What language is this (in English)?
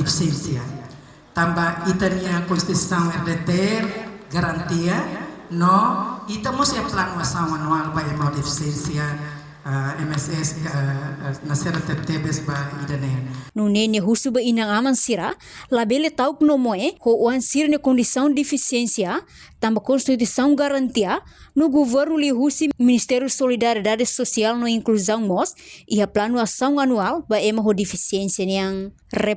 Tetum